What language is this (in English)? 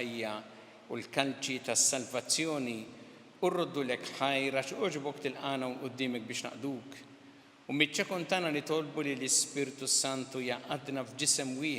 Maltese